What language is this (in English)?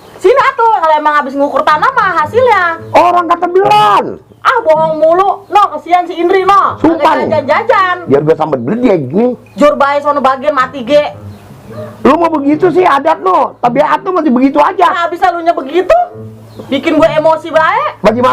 Betawi